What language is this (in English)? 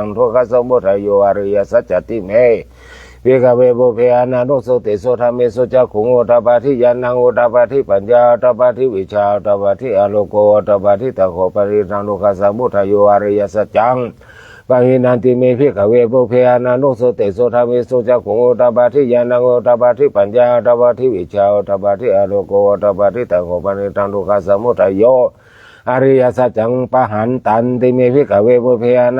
Pali